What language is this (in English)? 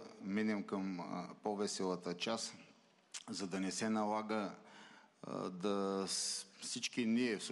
Bulgarian